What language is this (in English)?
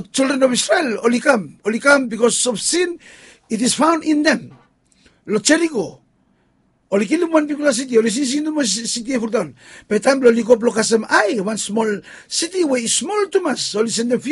Bislama